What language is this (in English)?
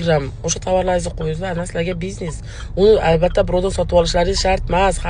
Uzbek